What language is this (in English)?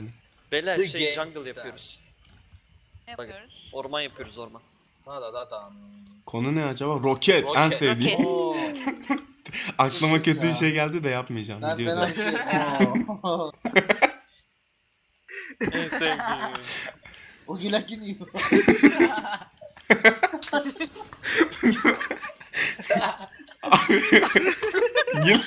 Turkish